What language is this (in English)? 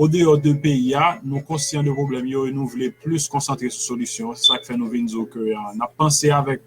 Haitian Creole